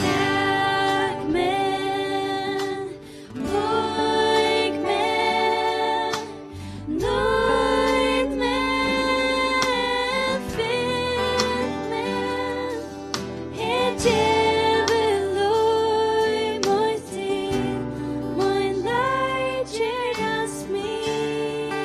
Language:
Faroese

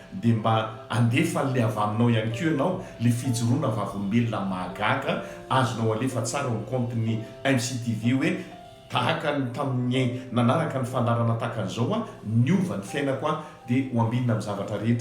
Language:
Malagasy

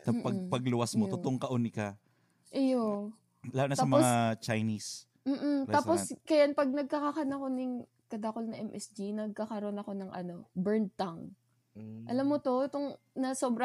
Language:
Bikol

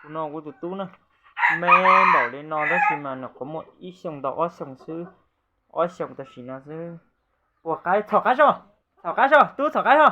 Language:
Hmong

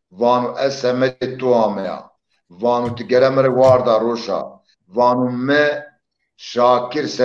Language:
Zaza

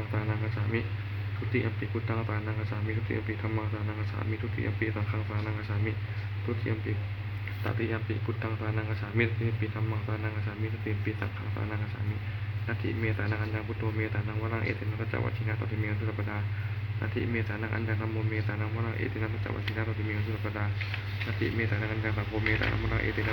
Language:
Pali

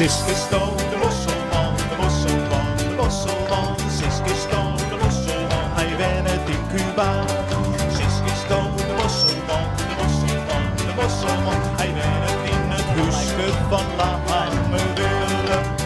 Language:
Western Frisian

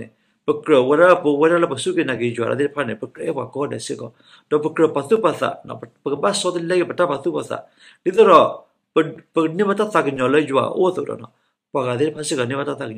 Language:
S'gaw Karen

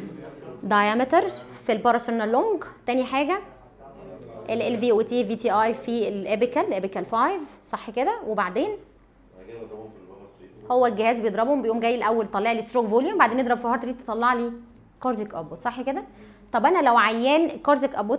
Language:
Egyptian Arabic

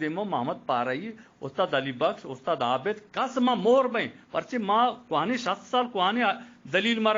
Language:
Eastern Balochi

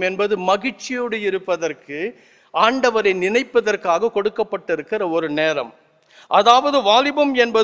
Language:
Tamil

